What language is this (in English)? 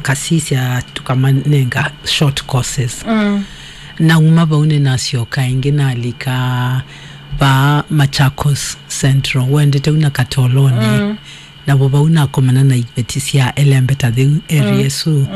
Kamba